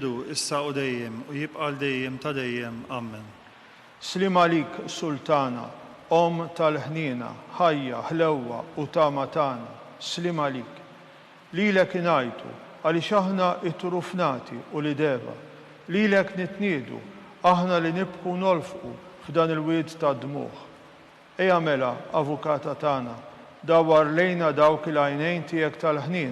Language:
Maltese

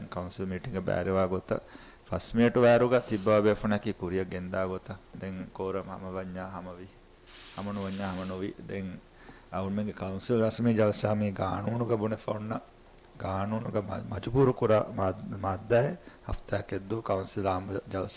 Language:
Divehi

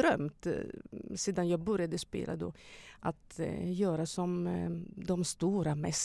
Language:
Swedish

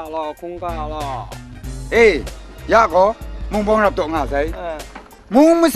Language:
Kachin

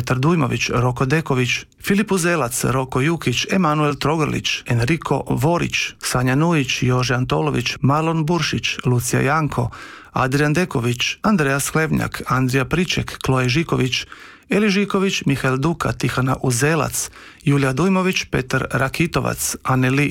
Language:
Croatian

